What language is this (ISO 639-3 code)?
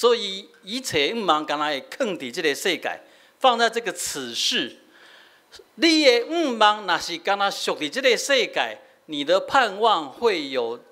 nan